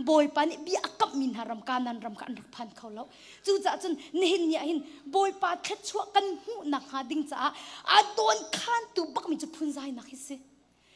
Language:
Hakha Chin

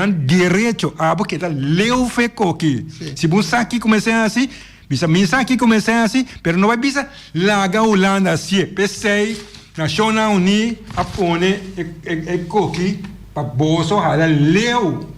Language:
Papiamento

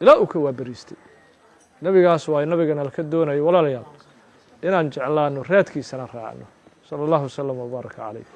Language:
Somali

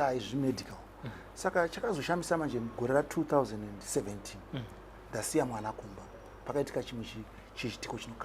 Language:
Shona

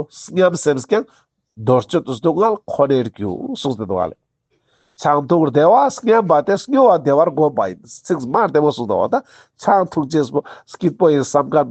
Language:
Ladakhi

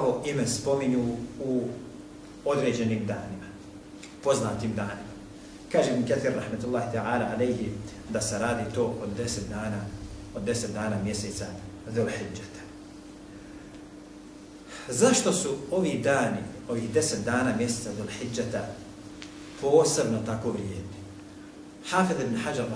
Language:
Bosnian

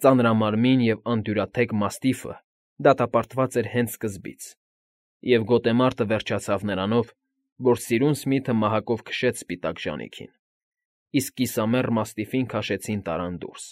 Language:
Armenian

